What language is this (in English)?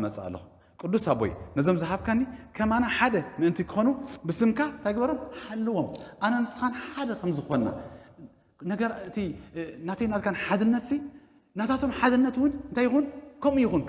Tigrinya